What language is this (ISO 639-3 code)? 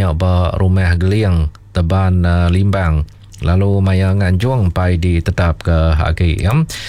iba